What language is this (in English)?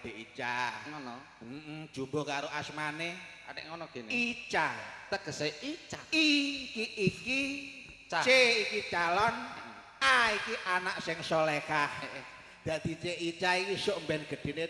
Javanese